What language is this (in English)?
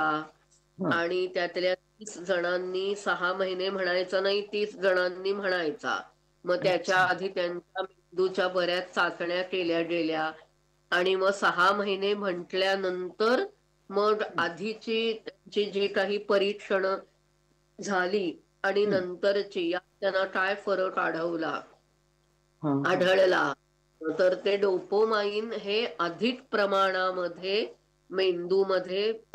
Marathi